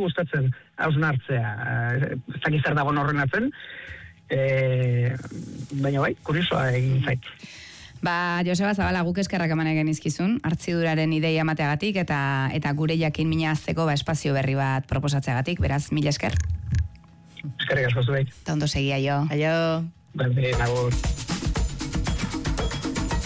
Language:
Basque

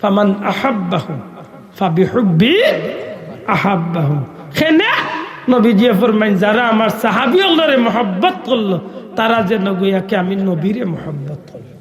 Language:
Sylheti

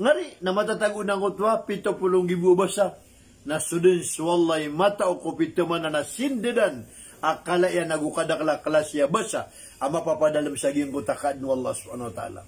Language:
Maranao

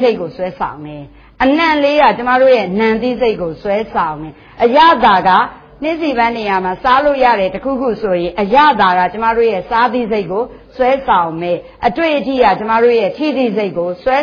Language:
Burmese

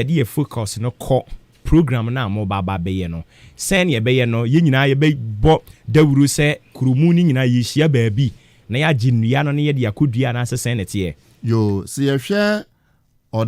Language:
Akan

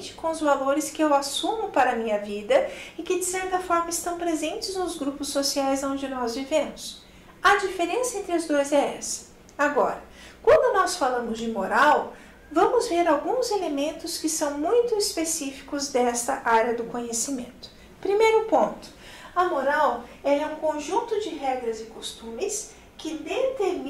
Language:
Portuguese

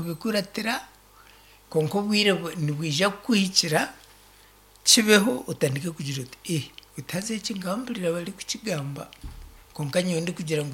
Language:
Nyankole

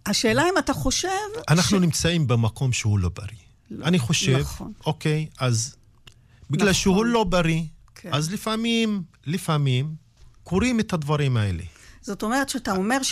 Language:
Hebrew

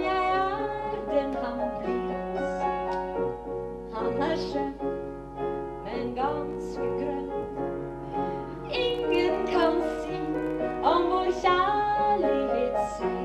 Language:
Norwegian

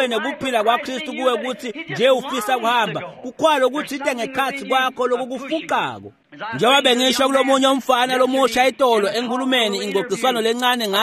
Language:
Swati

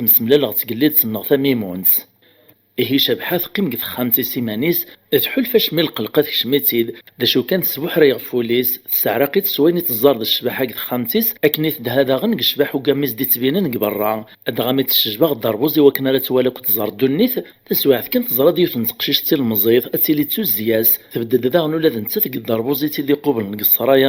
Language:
Kabyle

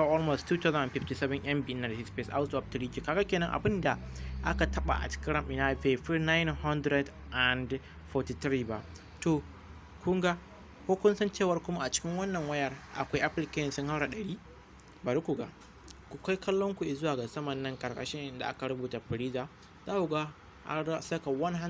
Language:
Hausa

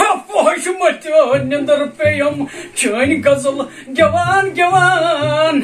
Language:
Kashmiri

